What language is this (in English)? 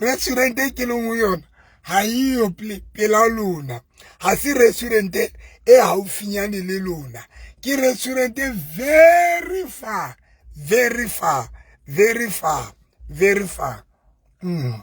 Southern Sotho